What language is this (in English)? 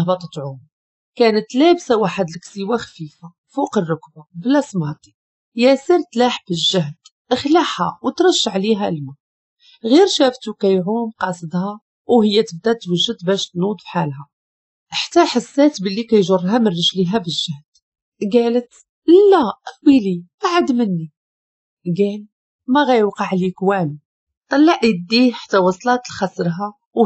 Moroccan Arabic